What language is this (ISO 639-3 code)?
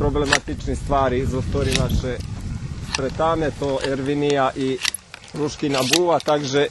rue